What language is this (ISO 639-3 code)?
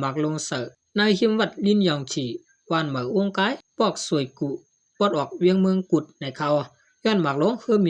shn